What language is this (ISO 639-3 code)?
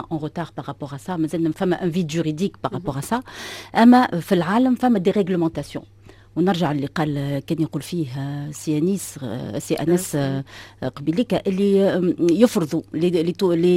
aeb